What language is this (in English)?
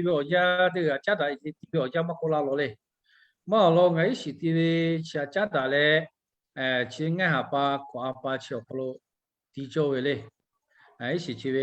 Lahu